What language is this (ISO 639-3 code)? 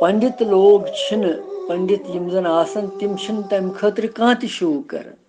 kas